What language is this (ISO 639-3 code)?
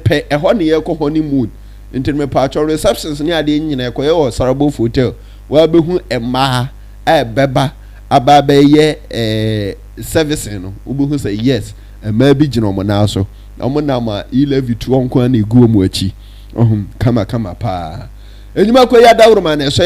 aka